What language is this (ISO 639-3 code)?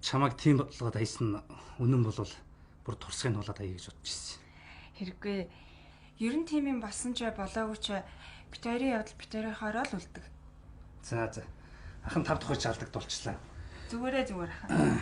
mon